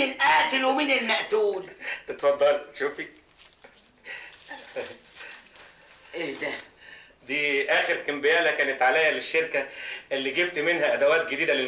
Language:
Egyptian Arabic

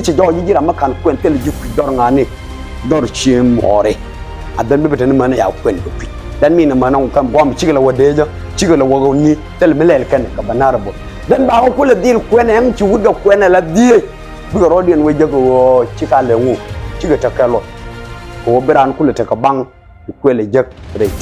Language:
Nuer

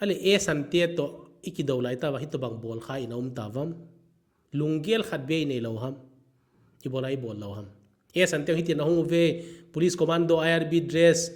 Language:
Thado Chin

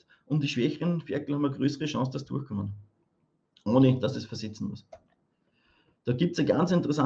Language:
German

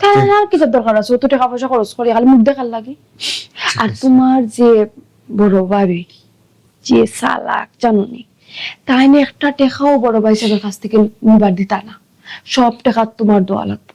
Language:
Sylheti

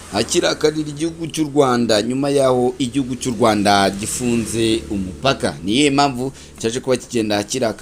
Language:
Kinyarwanda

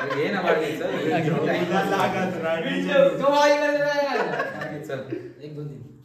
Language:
Konkani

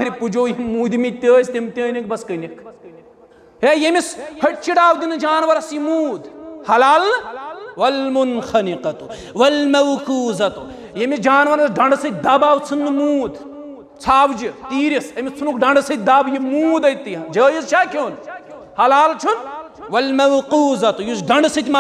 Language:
Kashmiri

